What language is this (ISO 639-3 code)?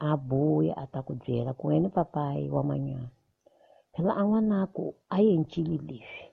tso